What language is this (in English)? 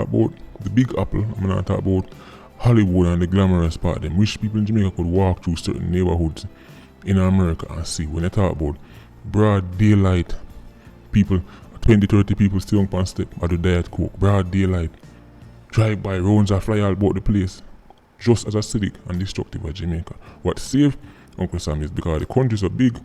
Jamaican Creole English